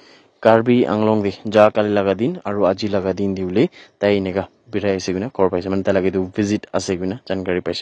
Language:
Naga Pidgin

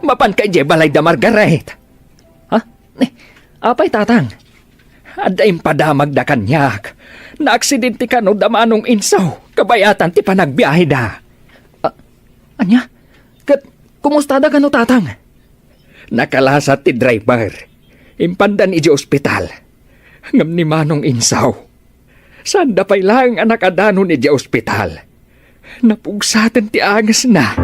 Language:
Iloko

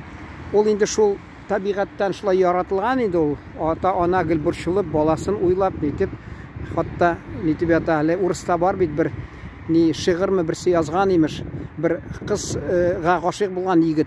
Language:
Tatar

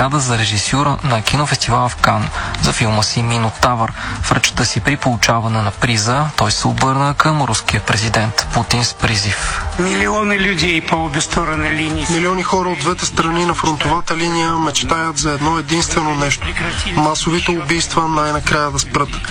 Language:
Bulgarian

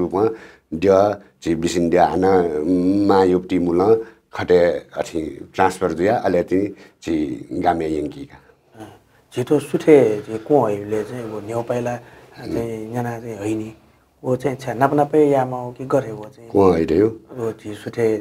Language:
Newari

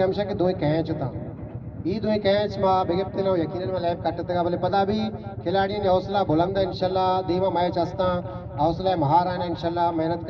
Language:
Baluchi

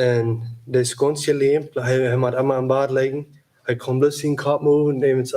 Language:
Plautdietsch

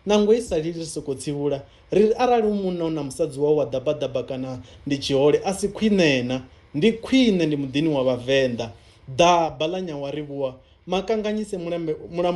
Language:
Venda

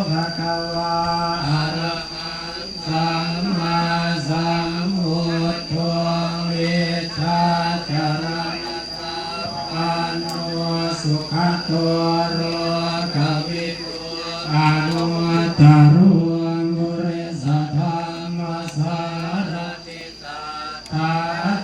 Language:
Pali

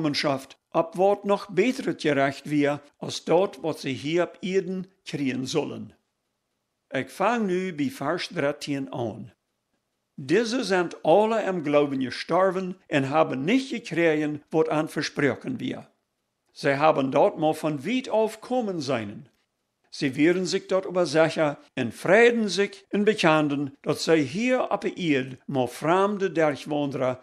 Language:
Plautdietsch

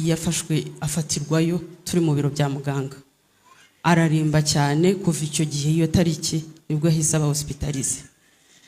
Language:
Kinyarwanda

